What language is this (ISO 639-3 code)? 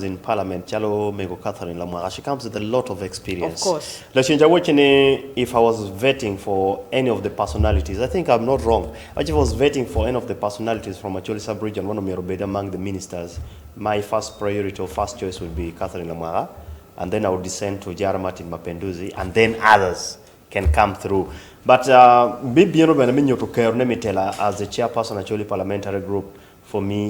ach